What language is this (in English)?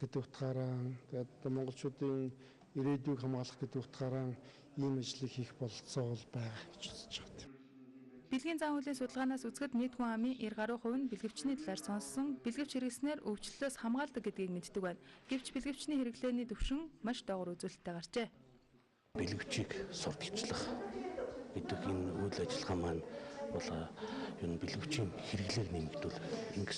Mongolian